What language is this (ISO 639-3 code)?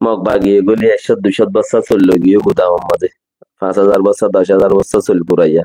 rhg